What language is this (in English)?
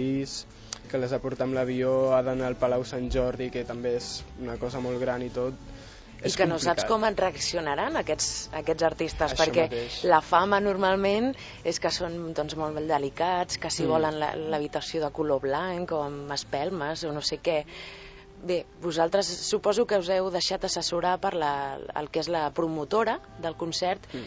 Catalan